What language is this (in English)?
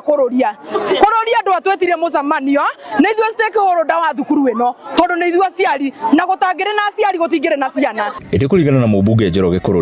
Kikuyu